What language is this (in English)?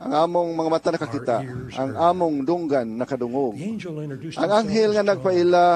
Cebuano